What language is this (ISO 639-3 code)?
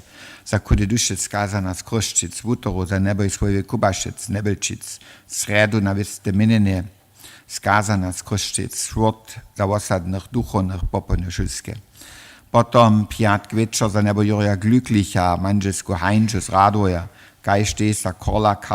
hsb